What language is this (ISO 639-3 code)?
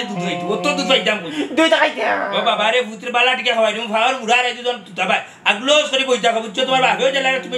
syl